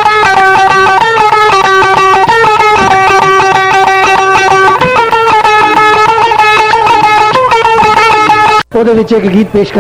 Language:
Punjabi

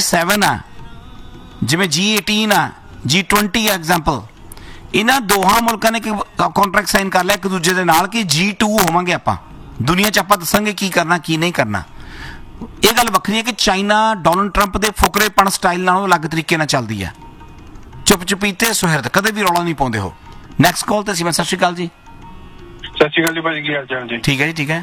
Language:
Punjabi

